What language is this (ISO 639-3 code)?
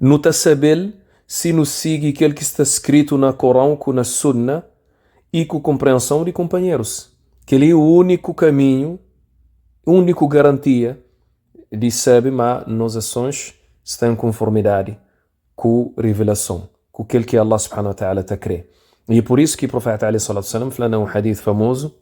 kea